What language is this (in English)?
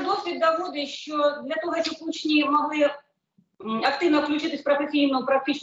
Ukrainian